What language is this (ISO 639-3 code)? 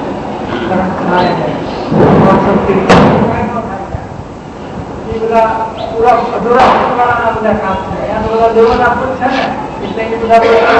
guj